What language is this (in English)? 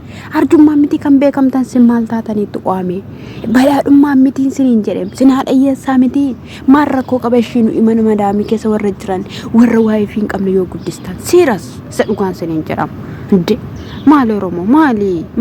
Oromo